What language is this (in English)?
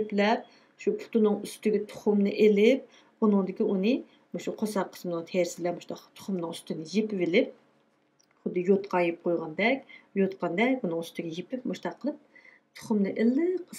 Uyghur